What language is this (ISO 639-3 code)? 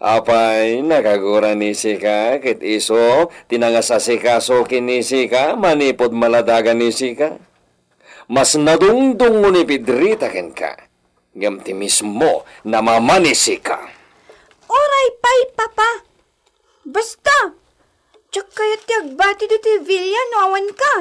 ilo